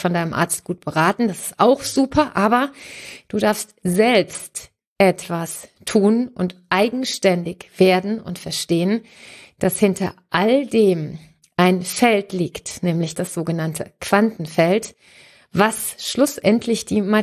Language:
German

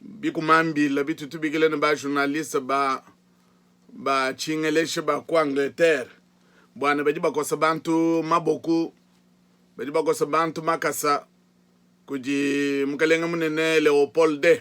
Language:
Luba-Lulua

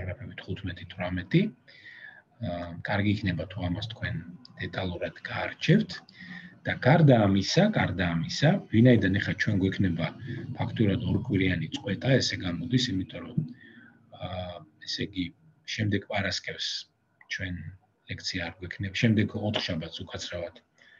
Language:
Georgian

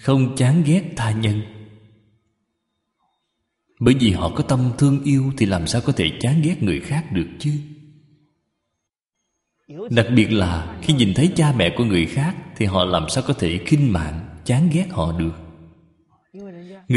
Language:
Vietnamese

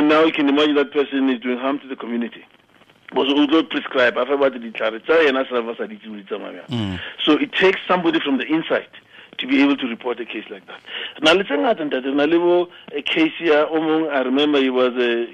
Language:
Tswana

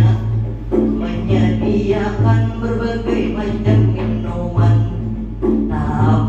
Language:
Banjar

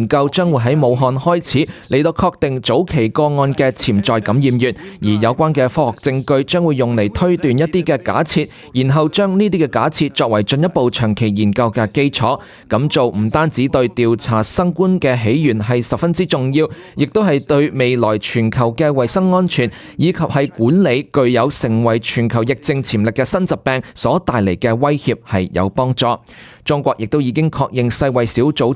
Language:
Cantonese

